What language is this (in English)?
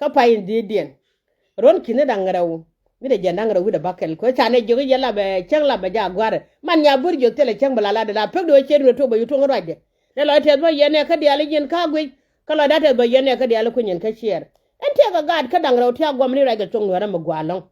Nuer